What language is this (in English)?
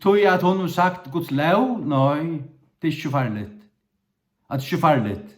Faroese